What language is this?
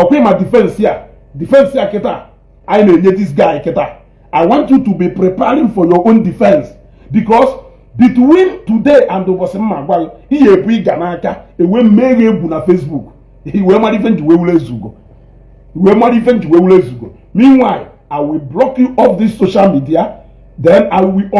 Igbo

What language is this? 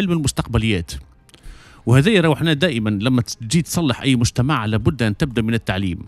Tunisian Arabic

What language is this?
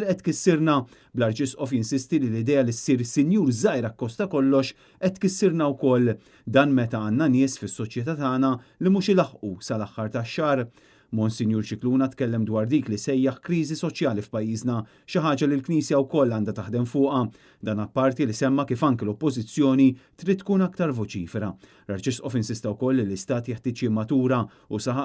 Maltese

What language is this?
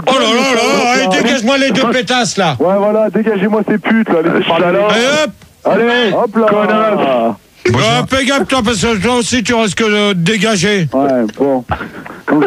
French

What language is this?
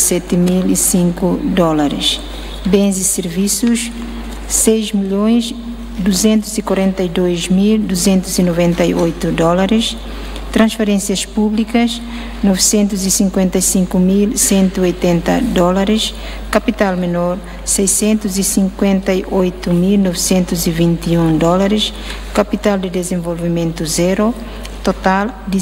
Tetum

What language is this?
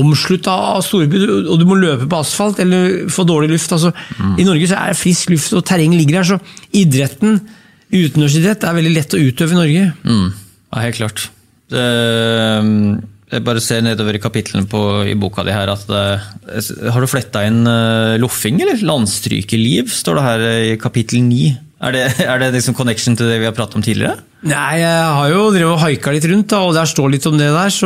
Norwegian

